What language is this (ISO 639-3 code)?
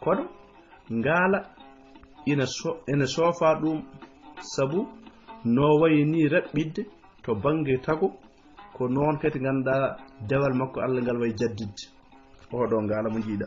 ful